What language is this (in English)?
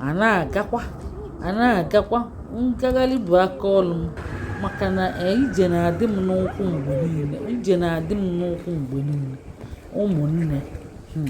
Igbo